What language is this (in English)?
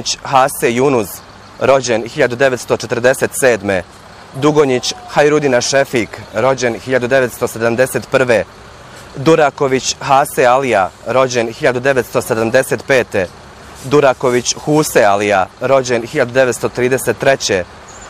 Bosnian